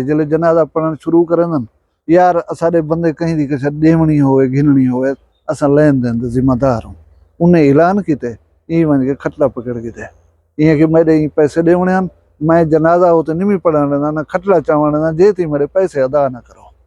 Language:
Saraiki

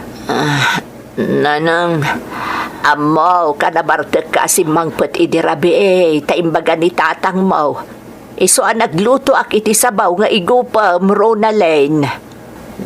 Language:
Iloko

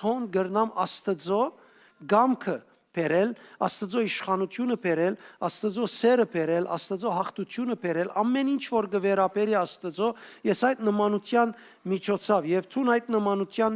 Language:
Western Armenian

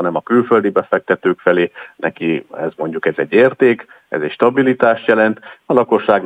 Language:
Hungarian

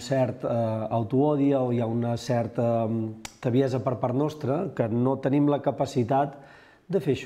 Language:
Catalan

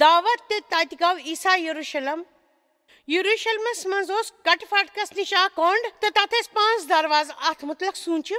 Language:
Kashmiri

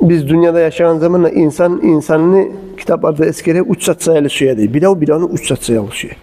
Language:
Kumyk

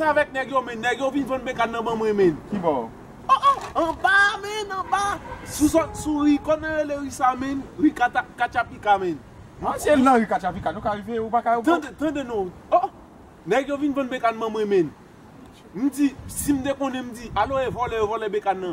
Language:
Haitian Creole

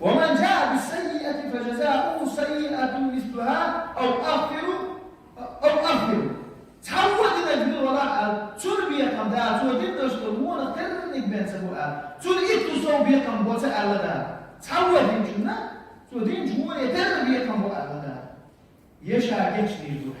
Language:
Chechen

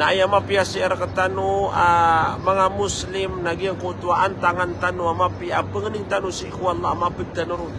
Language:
Maranao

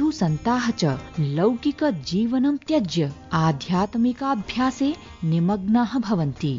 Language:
Sanskrit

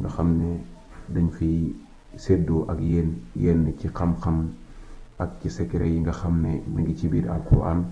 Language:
Wolof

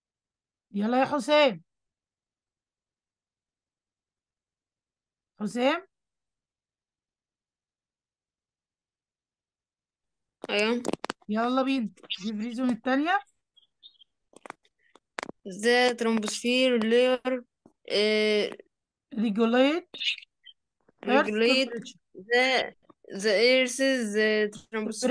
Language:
Egyptian Arabic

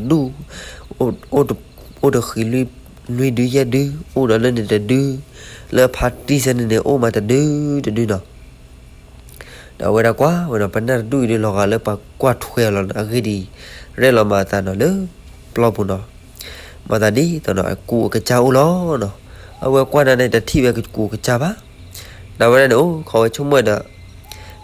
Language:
S'gaw Karen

